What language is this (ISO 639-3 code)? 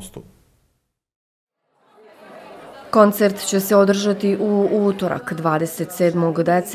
bos